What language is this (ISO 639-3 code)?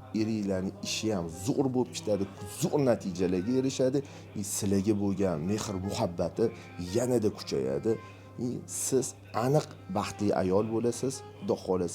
uzb